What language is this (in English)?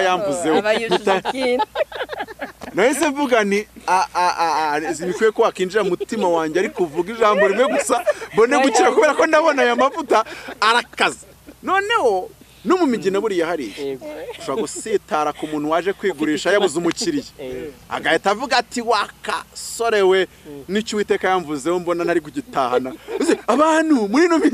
Kinyarwanda